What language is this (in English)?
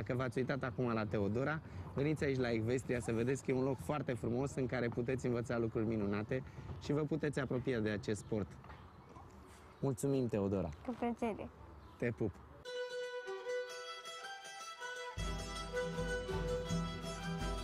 Romanian